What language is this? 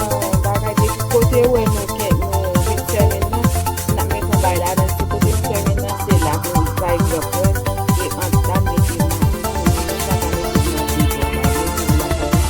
Haitian Creole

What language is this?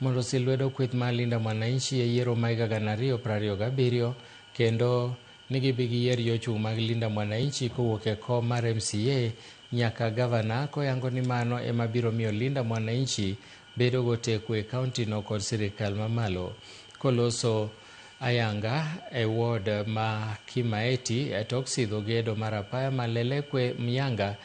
Luo (Kenya and Tanzania)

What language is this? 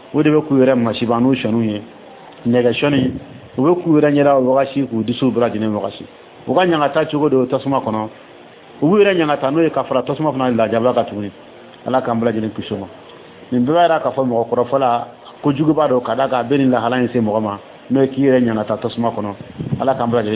Dyula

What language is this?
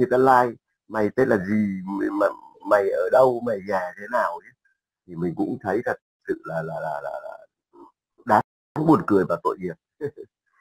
Vietnamese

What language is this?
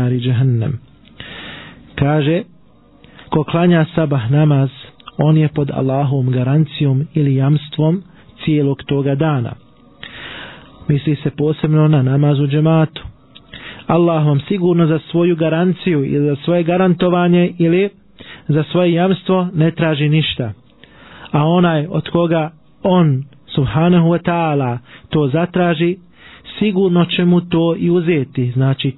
Bosnian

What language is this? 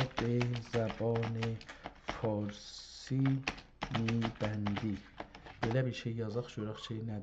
South Azerbaijani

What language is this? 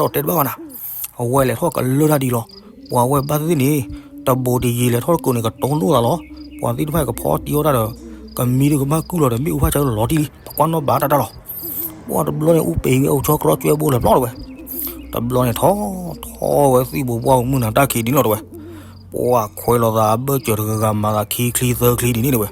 S'gaw Karen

